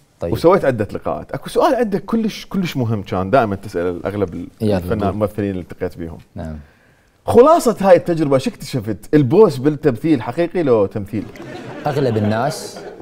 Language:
Mesopotamian Arabic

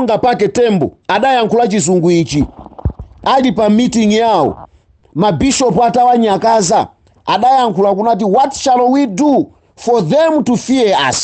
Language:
Nyanja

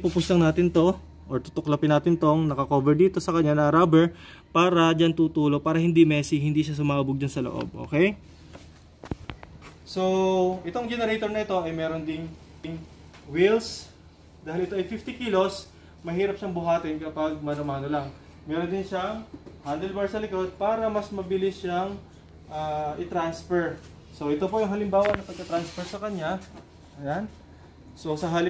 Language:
Filipino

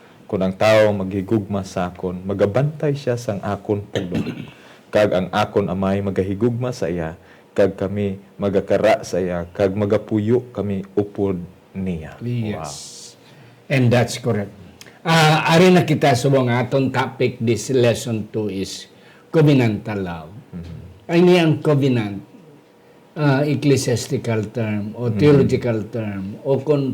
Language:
Hiligaynon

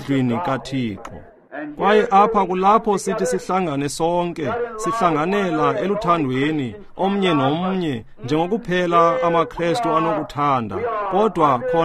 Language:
Xhosa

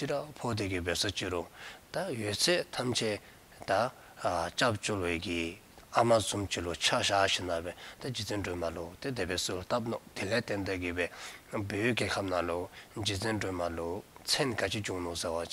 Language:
Dzongkha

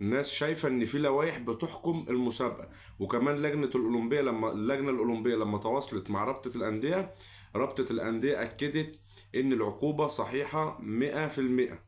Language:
Egyptian Arabic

